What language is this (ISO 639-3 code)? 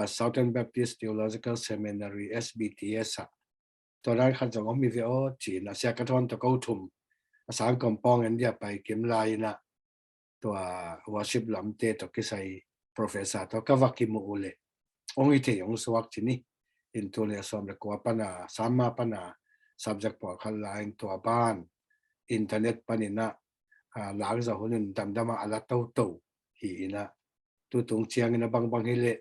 ctd